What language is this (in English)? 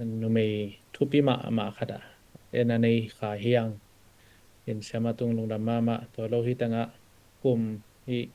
Tedim Chin